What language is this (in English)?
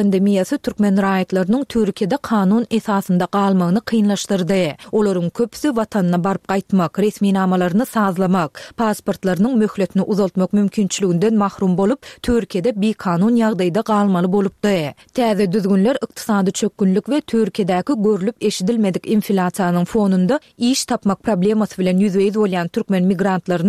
Turkmen